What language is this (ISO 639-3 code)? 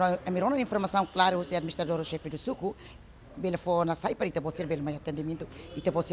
tet